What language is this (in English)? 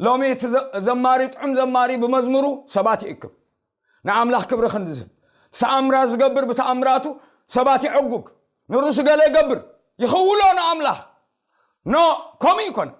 Tigrinya